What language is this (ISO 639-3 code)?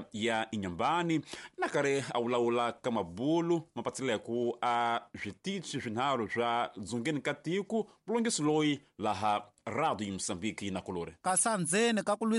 tso